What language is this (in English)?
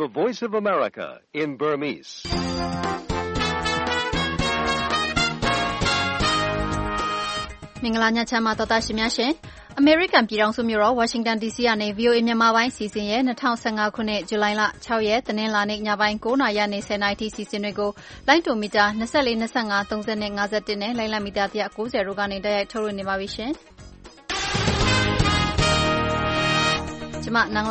Burmese